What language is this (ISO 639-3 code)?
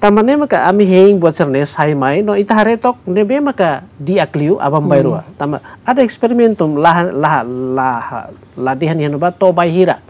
tet